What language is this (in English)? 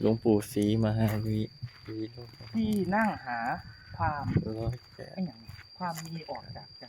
Northeastern Thai